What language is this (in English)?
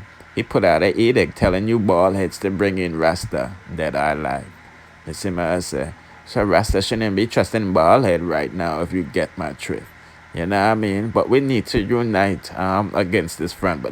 Jamaican Creole English